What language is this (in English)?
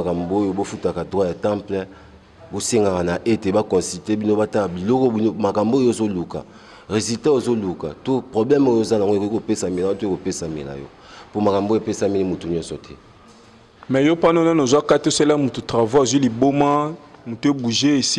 Lingala